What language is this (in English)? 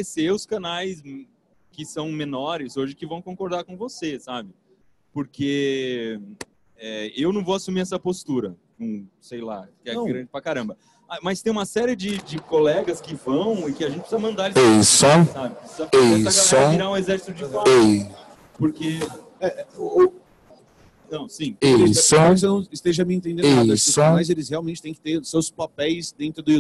Portuguese